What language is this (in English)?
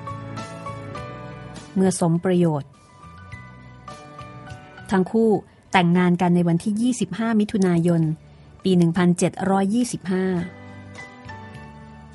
Thai